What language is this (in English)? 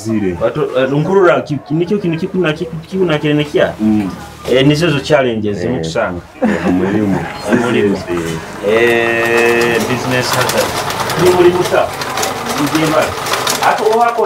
Nyoro